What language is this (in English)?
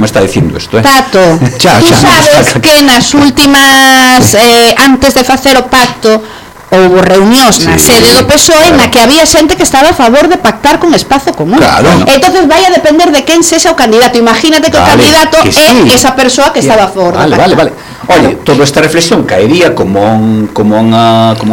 Galician